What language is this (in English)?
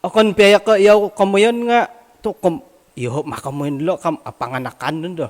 Central Dusun